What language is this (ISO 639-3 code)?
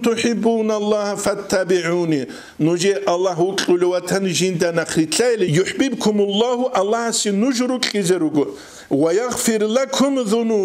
ava